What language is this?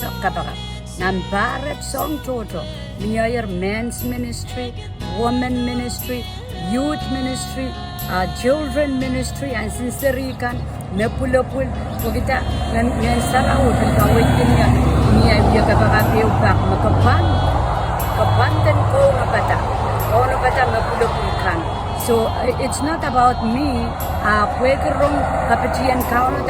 Pohnpeian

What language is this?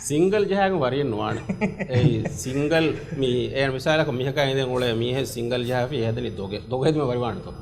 Divehi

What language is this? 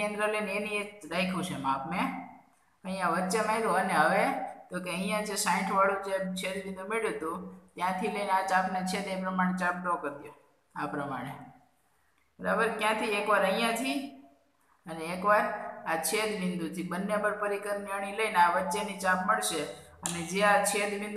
Gujarati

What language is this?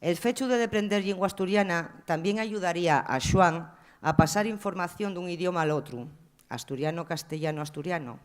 Asturian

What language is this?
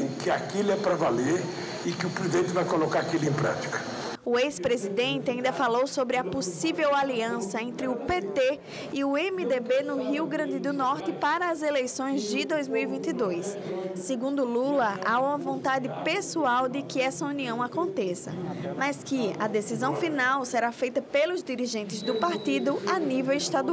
Portuguese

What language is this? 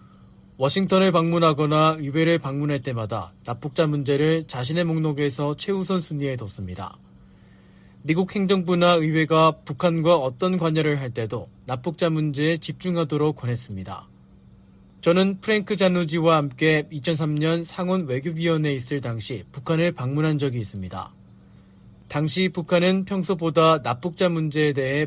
Korean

